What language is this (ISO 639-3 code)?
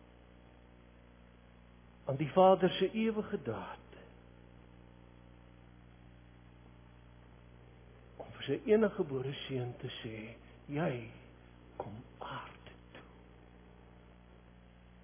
afr